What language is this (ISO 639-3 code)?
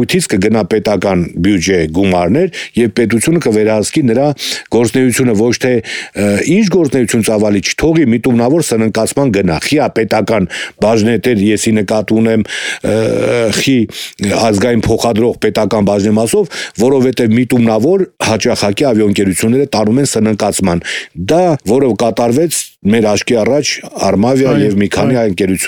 hye